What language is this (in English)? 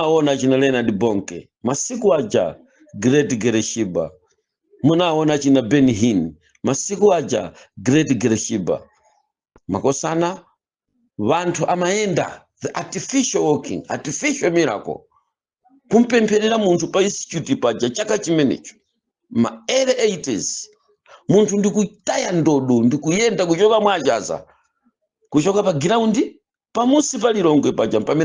Nyanja